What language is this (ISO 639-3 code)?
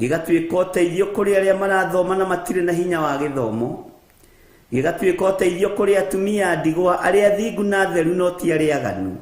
kik